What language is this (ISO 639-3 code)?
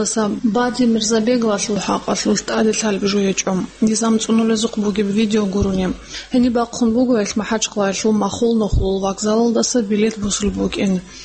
ava